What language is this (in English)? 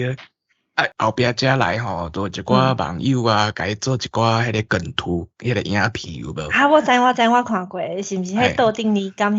Min Nan Chinese